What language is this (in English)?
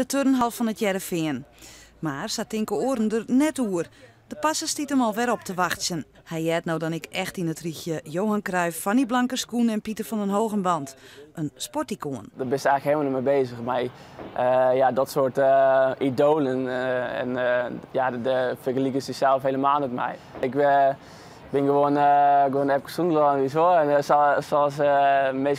Western Frisian